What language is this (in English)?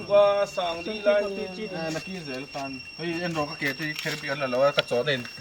Mizo